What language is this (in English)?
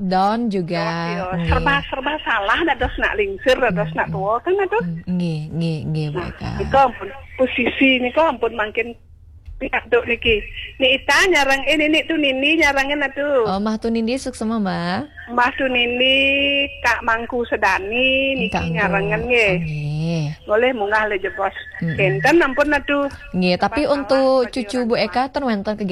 Balinese